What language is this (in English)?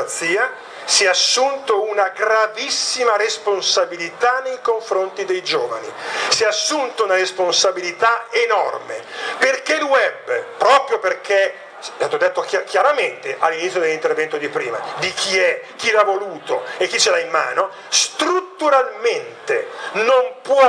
Italian